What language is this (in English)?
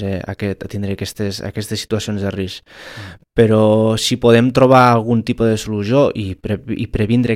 Catalan